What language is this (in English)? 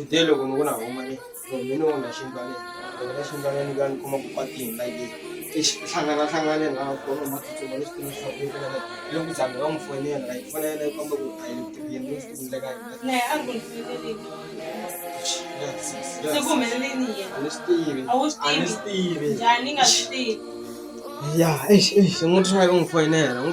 Tsonga